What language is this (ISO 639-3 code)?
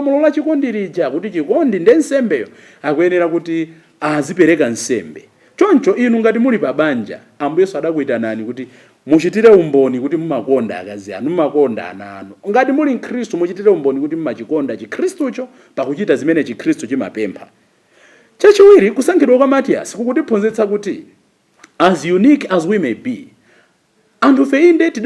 nya